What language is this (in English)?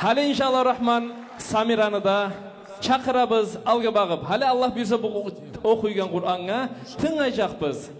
Kumyk